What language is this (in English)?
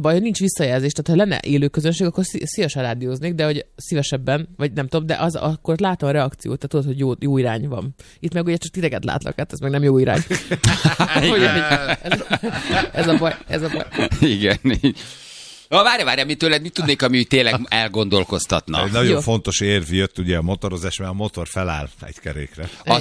Hungarian